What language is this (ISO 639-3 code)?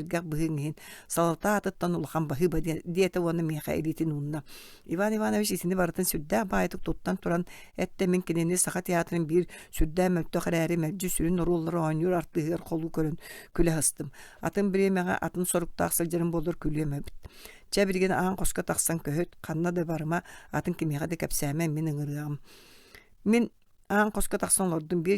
sah